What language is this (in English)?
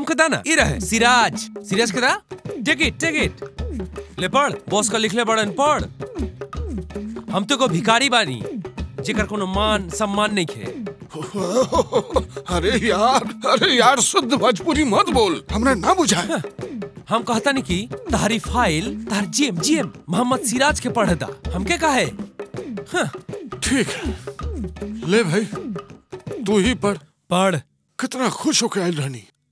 Bhojpuri